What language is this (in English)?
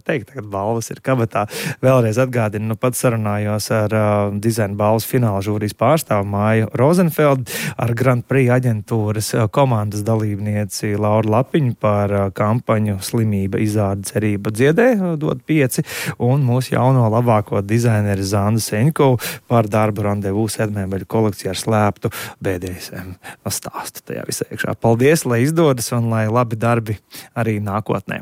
Latvian